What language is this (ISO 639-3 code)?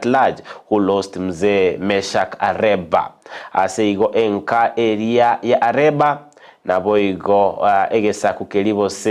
guz